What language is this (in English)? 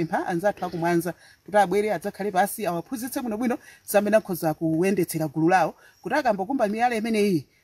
Nyanja